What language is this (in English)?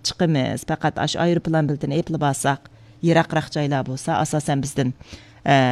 Uyghur